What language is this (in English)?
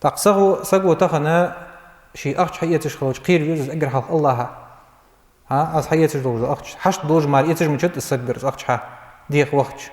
Ingush